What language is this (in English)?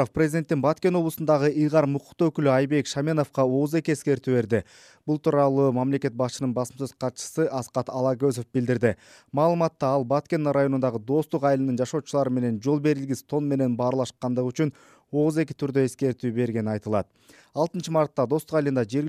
Kyrgyz